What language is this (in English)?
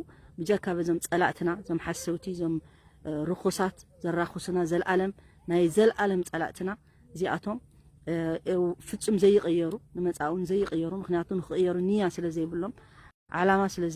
Tigrinya